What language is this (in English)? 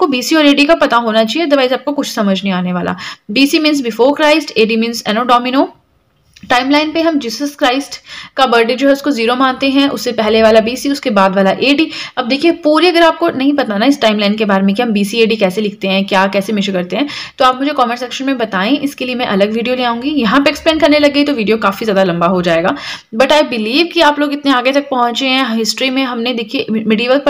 Hindi